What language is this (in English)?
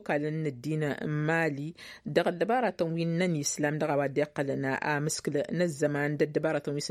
Tamasheq